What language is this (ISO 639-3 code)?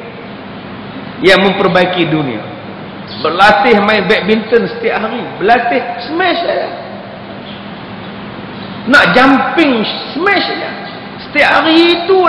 msa